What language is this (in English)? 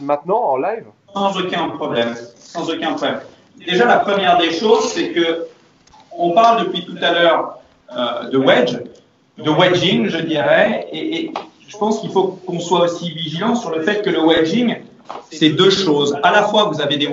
French